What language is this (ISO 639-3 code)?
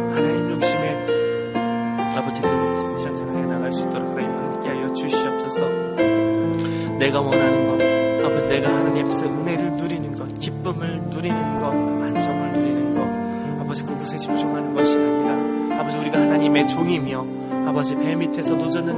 kor